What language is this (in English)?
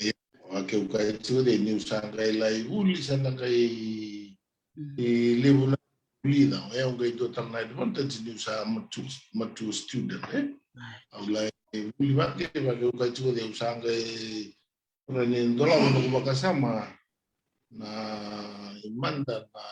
Fijian